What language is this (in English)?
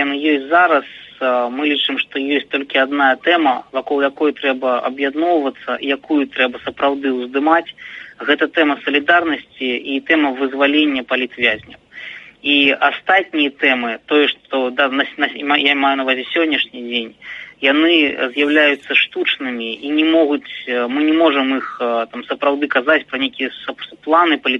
Belarusian